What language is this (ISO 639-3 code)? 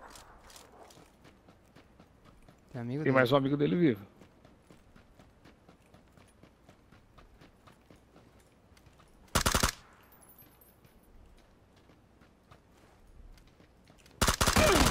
por